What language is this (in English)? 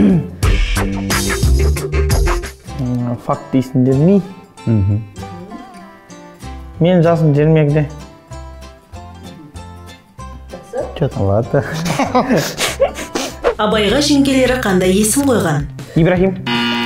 Kazakh